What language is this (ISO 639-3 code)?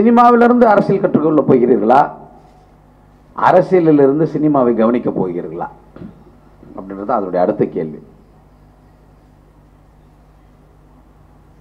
tam